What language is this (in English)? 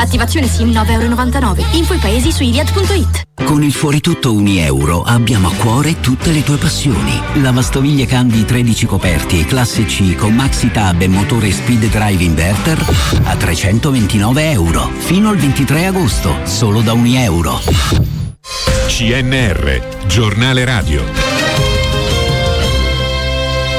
Italian